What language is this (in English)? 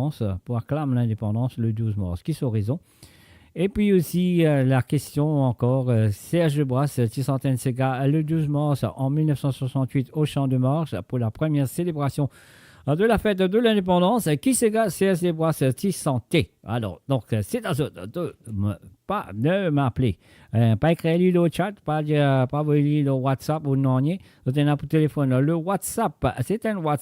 Morisyen